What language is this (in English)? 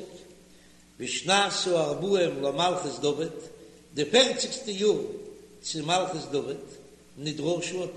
Yiddish